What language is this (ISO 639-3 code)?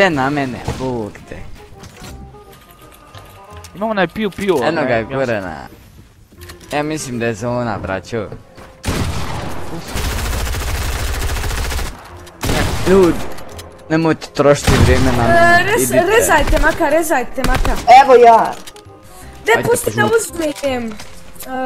bos